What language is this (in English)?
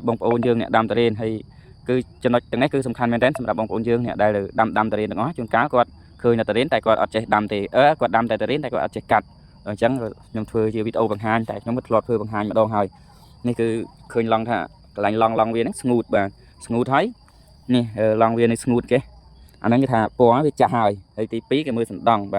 Khmer